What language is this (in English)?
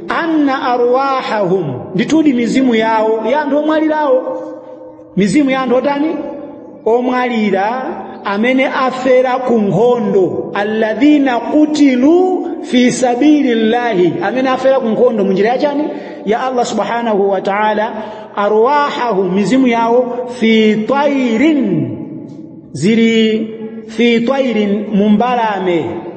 Nyanja